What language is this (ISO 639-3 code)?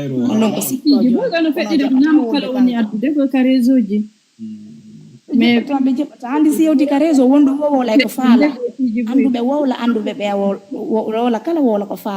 ful